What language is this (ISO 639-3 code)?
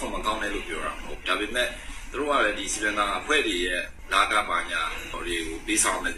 mya